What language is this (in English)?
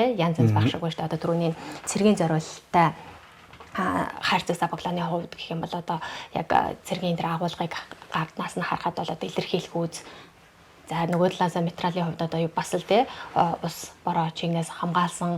Mongolian